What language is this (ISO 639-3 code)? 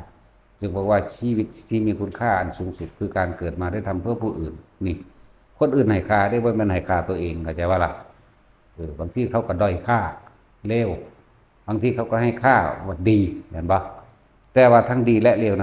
lao